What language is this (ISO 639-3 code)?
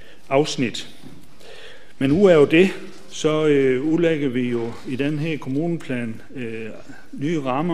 dan